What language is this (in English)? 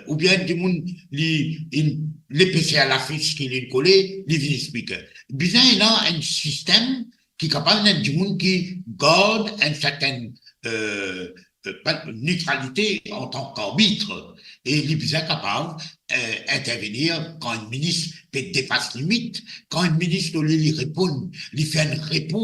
Morisyen